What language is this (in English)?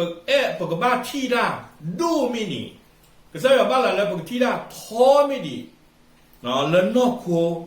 S'gaw Karen